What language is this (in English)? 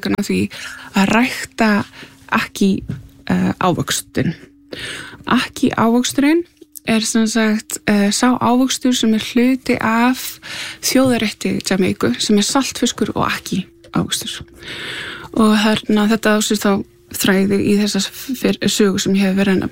Icelandic